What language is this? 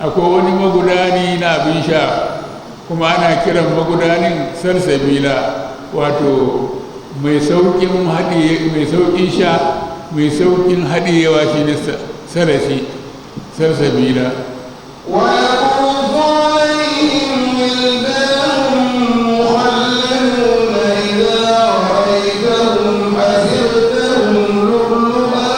Hausa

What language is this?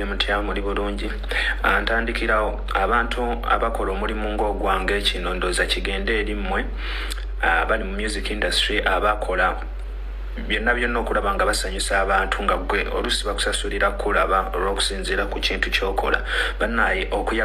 Ganda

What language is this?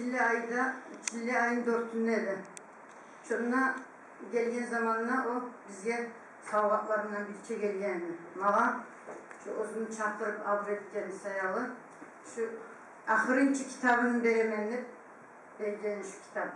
Kumyk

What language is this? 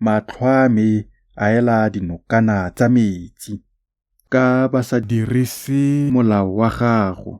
Tswana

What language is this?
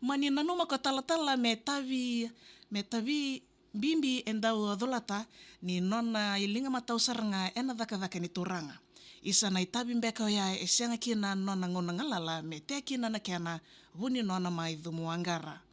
Fijian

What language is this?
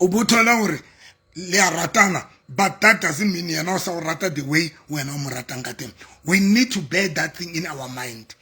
Southern Sotho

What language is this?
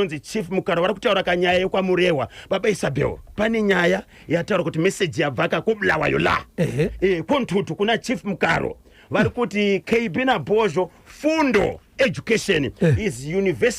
Shona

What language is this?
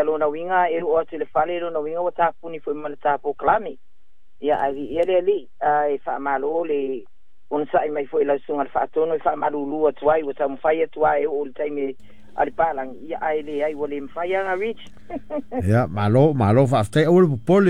Samoan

